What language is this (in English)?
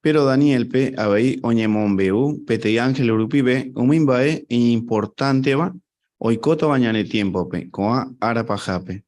Guarani